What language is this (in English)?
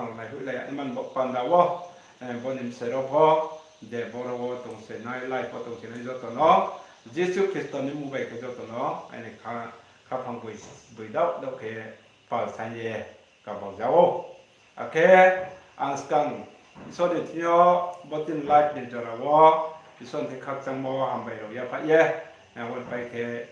Riang (India)